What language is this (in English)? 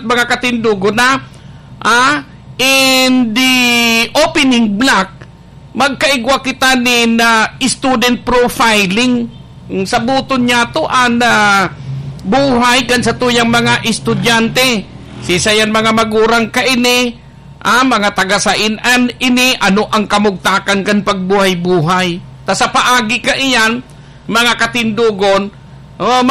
Bikol